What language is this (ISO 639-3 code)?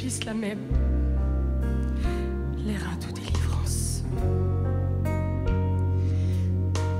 fra